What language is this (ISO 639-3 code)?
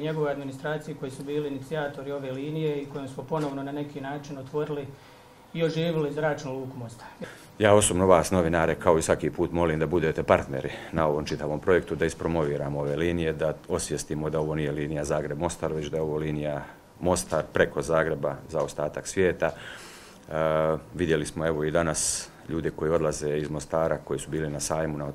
hrv